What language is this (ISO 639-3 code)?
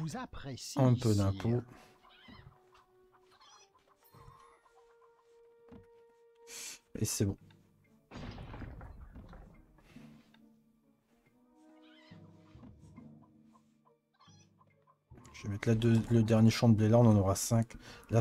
fra